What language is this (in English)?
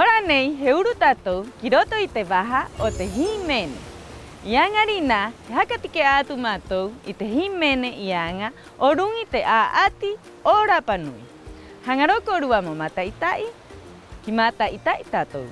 Rapanui